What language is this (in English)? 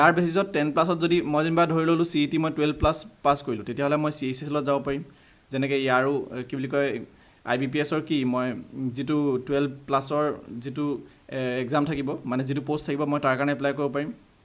Assamese